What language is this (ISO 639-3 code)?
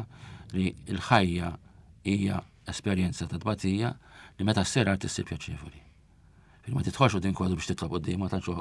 mlt